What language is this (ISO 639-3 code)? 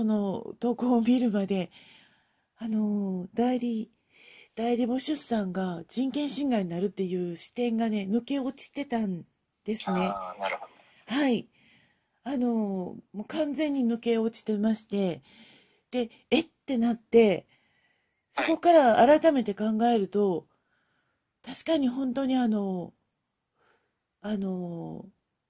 jpn